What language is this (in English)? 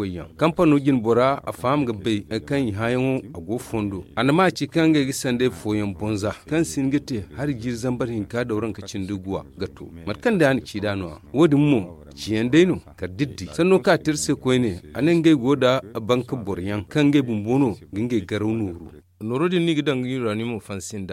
Zarma